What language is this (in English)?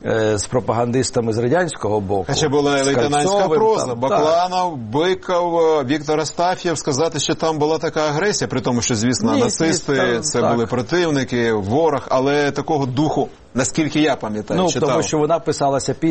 Ukrainian